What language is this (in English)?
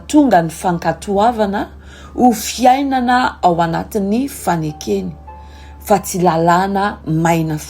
Malagasy